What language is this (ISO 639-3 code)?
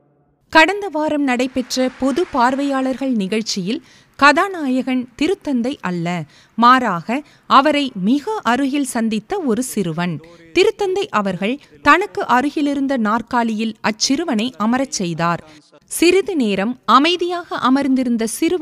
tam